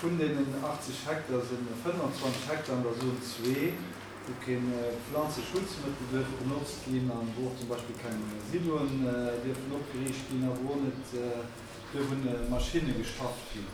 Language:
Luxembourgish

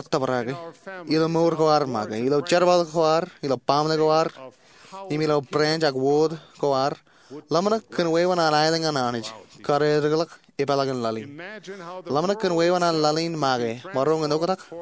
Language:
Marshallese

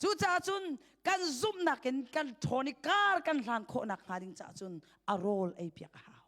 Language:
Hakha Chin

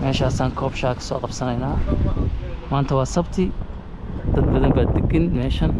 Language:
Somali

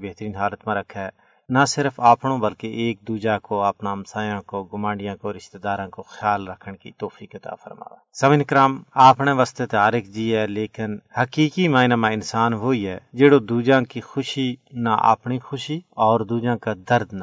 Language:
Gujari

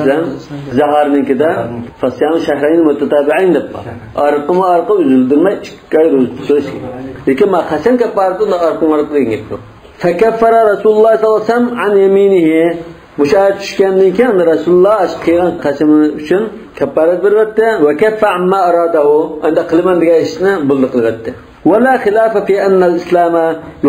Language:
Uyghur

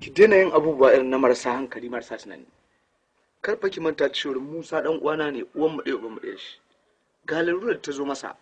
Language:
Hausa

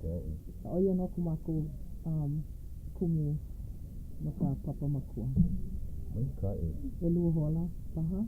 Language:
Hawaiian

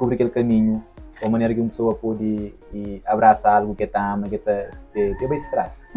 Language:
Kabuverdianu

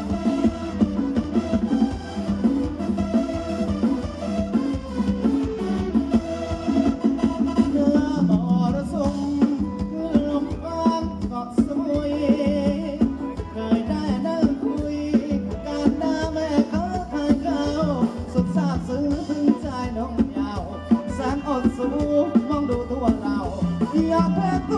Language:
Thai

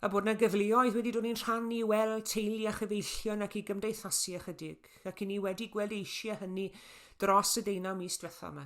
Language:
Welsh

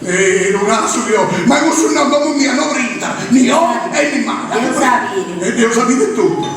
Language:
Sardinian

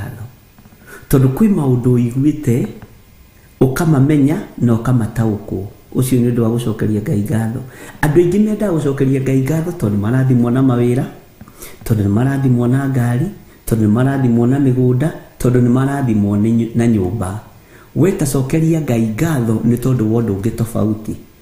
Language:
Kikuyu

